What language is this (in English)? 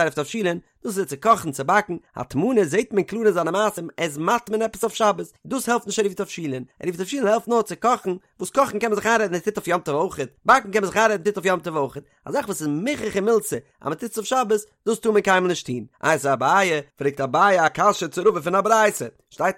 Yiddish